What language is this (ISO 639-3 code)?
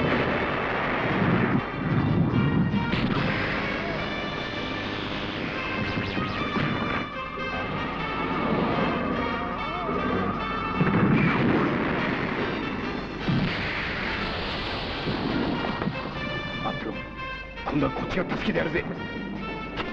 jpn